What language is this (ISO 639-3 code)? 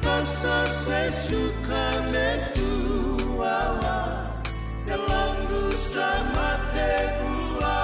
fij